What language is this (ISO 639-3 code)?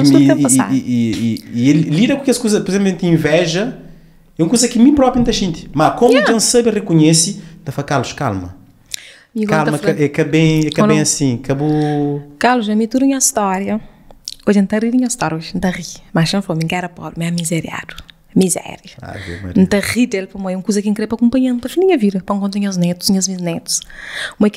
kea